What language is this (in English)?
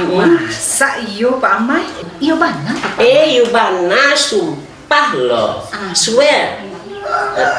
Minangkabau